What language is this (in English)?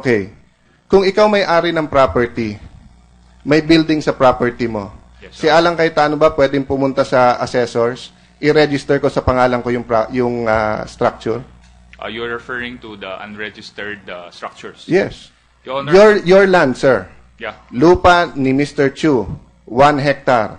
Filipino